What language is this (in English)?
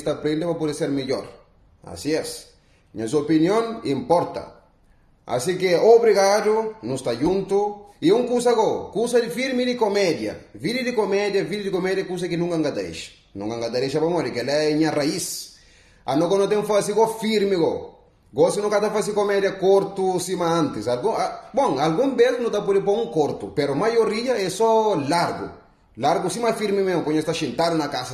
Kabuverdianu